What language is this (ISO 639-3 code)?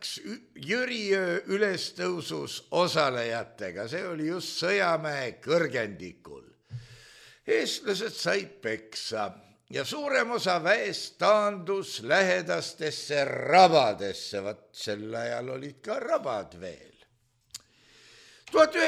est